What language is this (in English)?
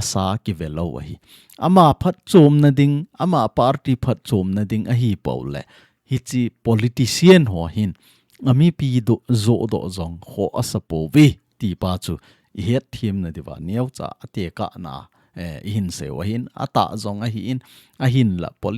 Thado Chin